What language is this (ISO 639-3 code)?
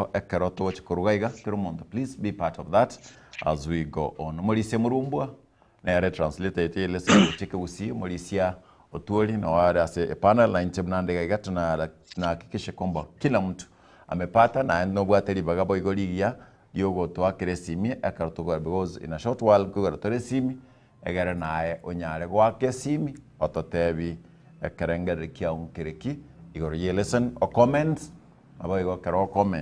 guz